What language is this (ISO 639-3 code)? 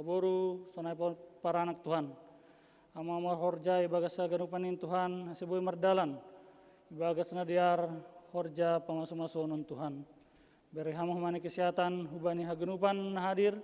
bts